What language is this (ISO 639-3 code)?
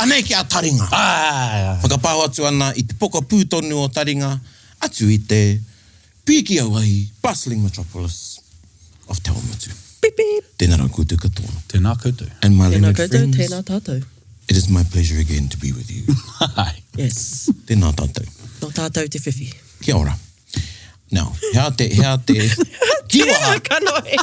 mri